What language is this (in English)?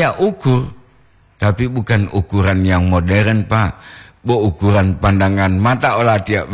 Gorontalo